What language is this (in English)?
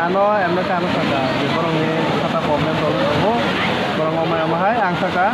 Kok Borok